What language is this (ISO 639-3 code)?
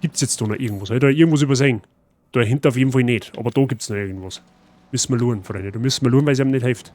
bar